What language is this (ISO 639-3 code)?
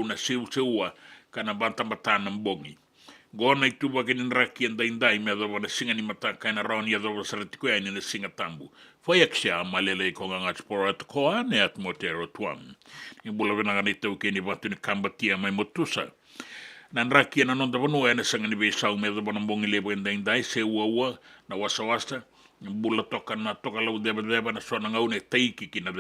fij